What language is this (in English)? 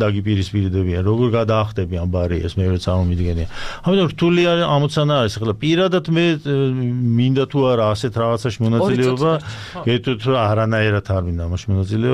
Georgian